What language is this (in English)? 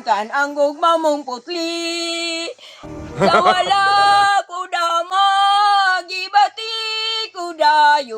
Cebuano